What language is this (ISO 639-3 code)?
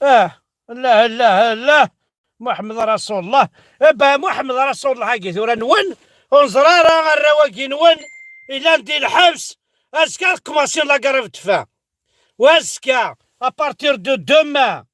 kab